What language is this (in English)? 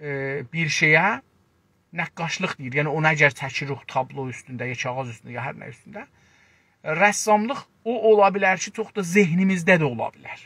South Azerbaijani